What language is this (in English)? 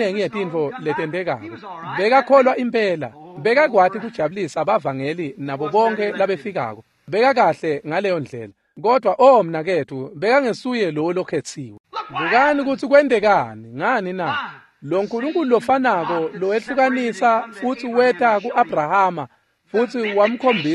Swati